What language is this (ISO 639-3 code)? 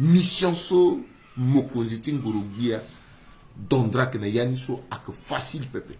sag